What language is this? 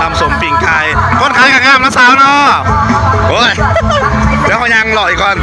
Northeastern Thai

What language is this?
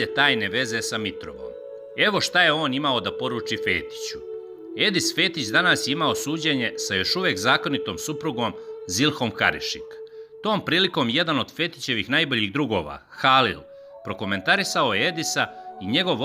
Serbian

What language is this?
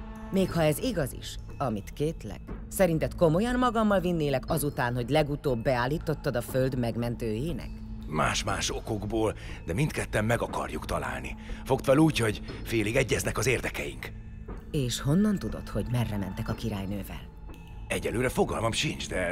Hungarian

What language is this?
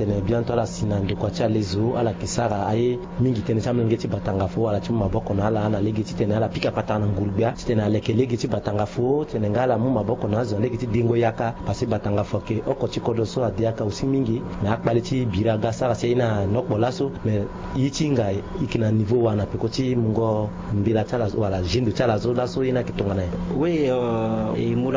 Sango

